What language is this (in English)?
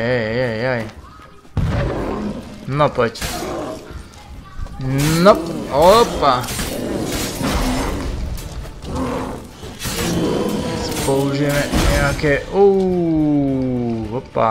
Slovak